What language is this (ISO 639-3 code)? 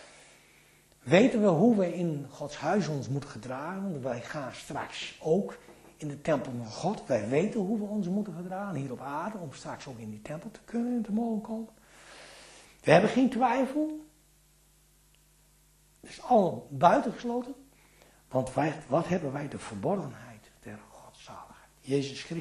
nld